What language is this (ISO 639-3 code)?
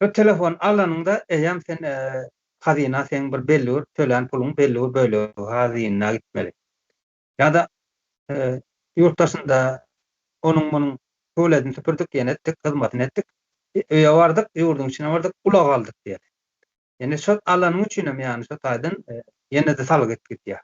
tuk